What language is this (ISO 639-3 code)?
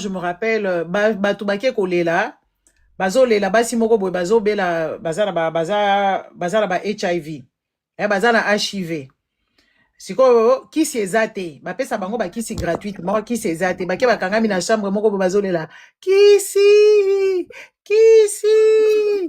lin